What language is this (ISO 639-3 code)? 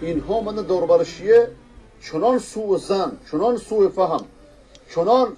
fas